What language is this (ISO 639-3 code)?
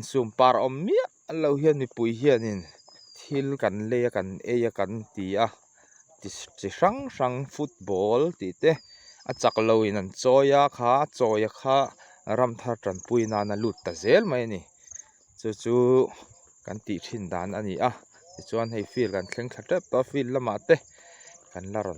lus